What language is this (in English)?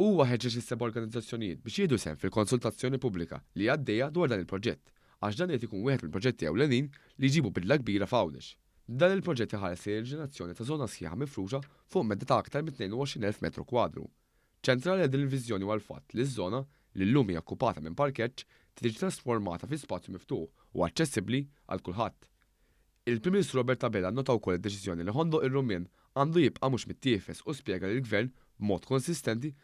Maltese